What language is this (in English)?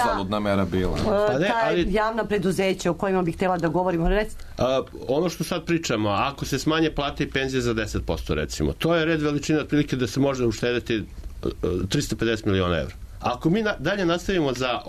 Serbian